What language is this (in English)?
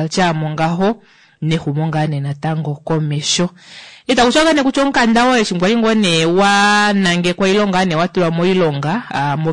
Kuanyama